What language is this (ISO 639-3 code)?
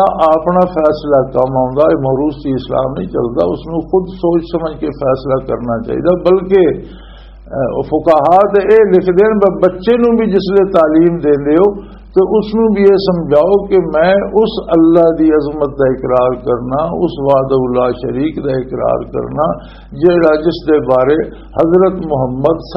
lah